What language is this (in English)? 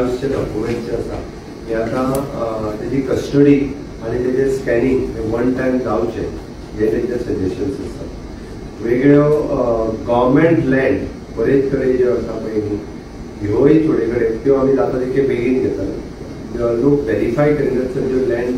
Konkani